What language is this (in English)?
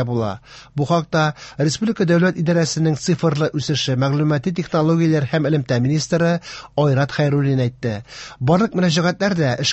Tatar